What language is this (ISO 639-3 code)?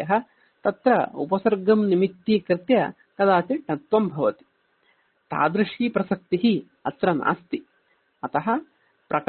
san